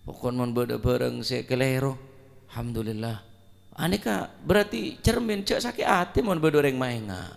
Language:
Madurese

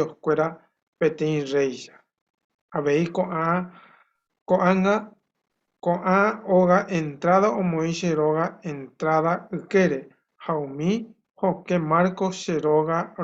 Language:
Guarani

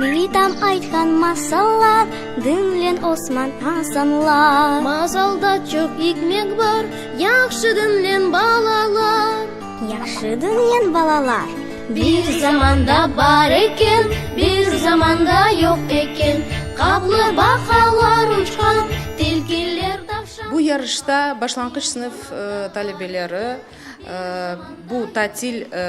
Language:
Crimean Tatar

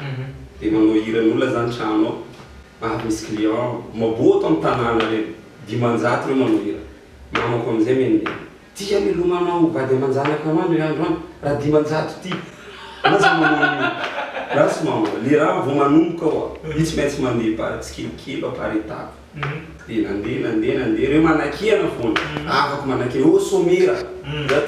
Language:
Malagasy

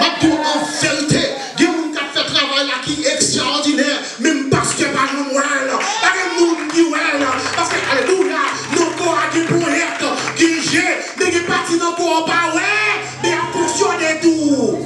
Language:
Haitian Creole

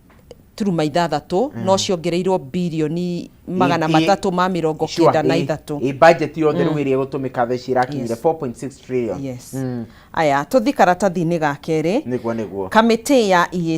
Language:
Kikuyu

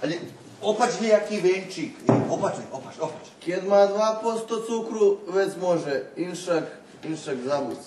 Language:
Rusyn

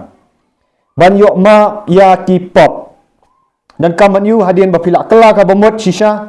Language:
Khasi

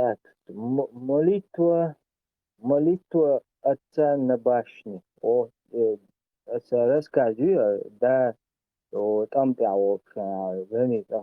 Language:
Chechen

